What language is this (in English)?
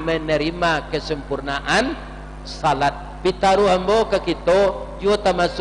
Minangkabau